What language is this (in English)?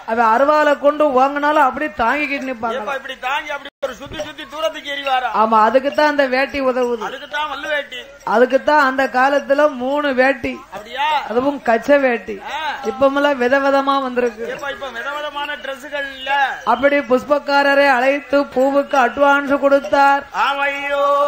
Tamil